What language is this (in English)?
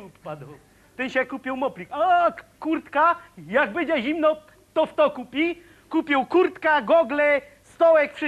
Silesian